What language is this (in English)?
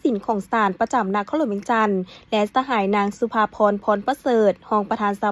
Lao